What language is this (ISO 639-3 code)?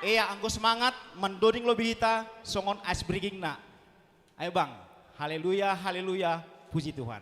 bts